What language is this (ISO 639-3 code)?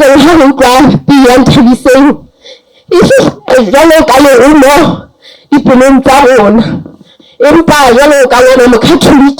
sot